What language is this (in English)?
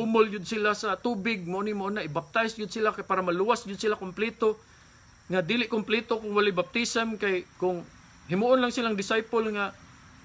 Cebuano